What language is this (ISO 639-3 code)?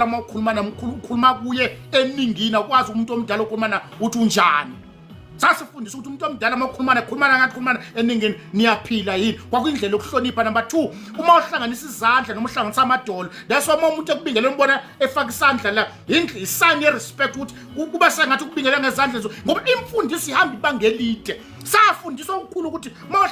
zul